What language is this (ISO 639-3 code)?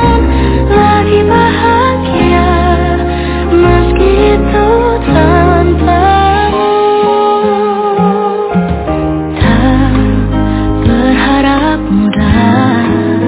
ind